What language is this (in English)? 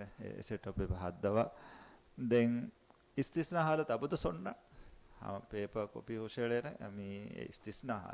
Divehi